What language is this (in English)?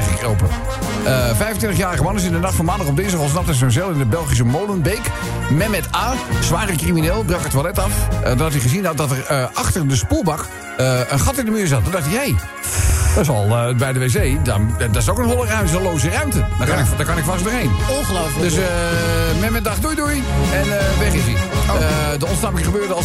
Dutch